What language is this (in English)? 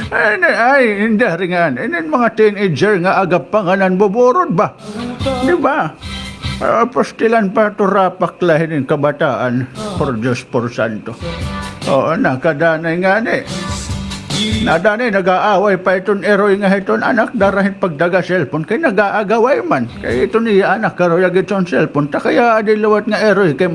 Waray